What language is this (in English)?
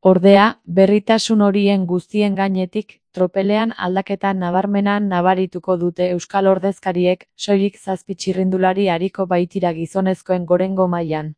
Basque